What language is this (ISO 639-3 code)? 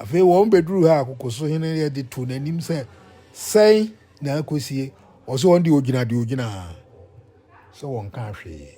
aka